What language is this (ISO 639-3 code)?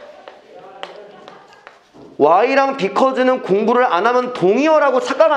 kor